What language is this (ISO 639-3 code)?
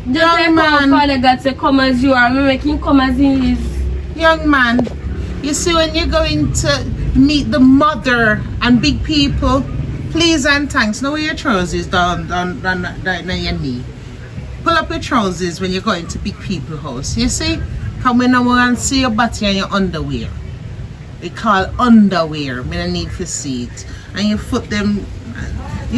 jam